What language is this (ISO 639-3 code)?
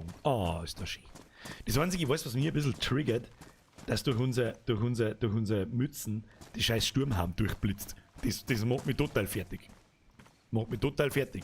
bar